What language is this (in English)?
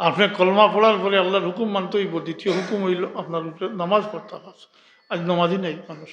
Sylheti